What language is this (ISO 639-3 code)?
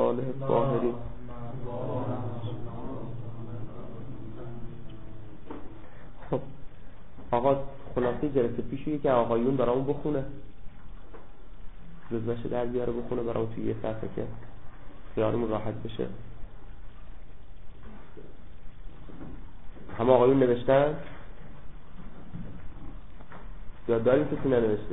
fas